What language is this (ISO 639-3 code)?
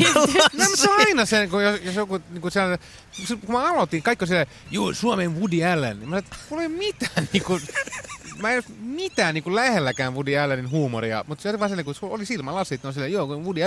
fin